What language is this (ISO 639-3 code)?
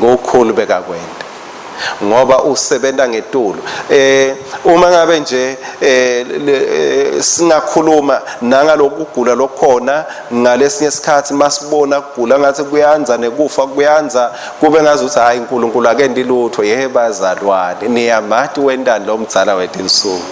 ssw